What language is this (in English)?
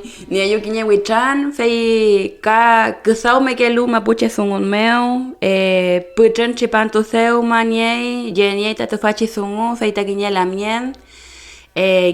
Mapuche